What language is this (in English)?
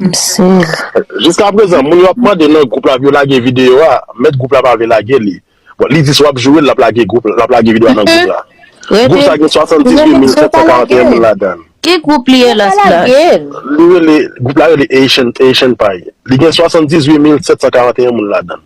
Haitian Creole